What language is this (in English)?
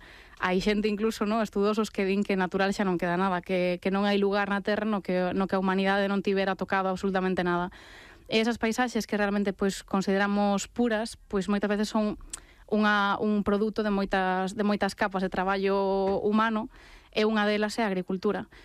Galician